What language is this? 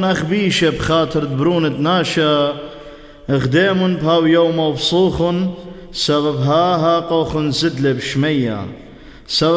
Classical Syriac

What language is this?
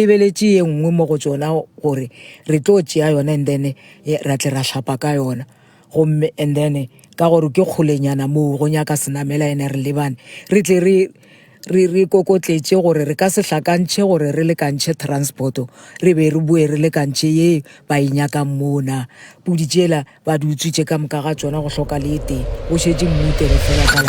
Northern Sotho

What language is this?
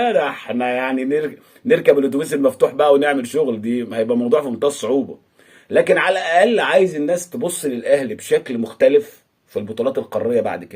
Egyptian Arabic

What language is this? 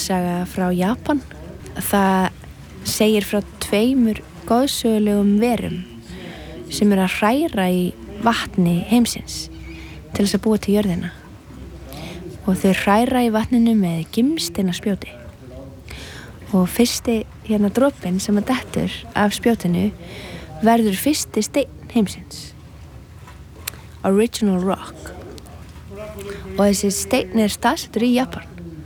Icelandic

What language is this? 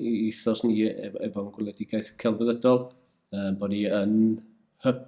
Welsh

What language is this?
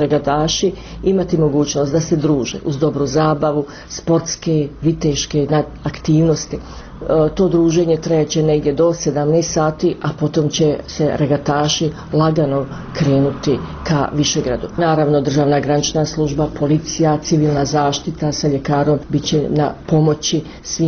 Bosnian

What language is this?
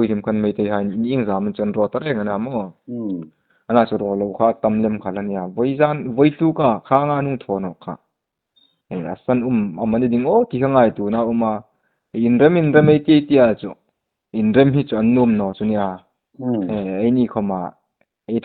Hmar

